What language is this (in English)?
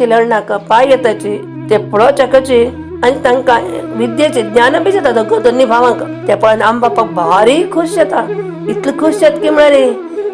Konkani